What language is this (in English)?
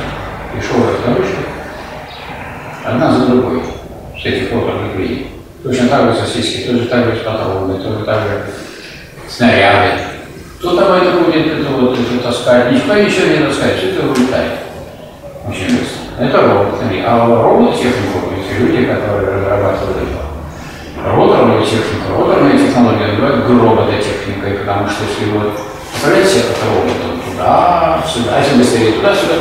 Russian